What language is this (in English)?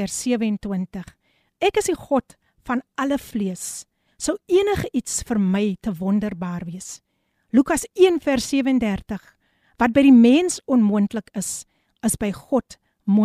Afrikaans